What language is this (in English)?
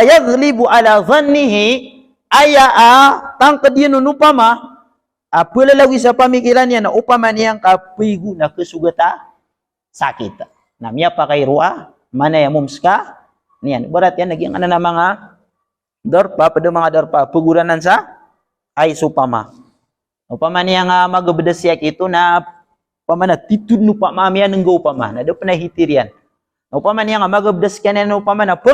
Maranao